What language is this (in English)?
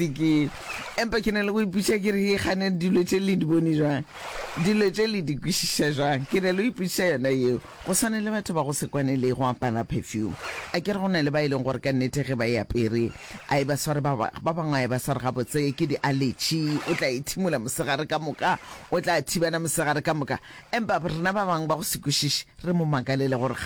Northern Sotho